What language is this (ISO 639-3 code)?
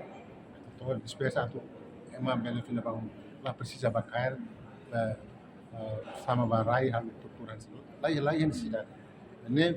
tet